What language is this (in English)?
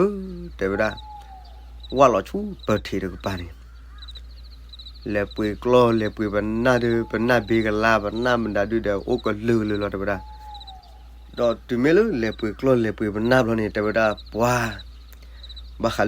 S'gaw Karen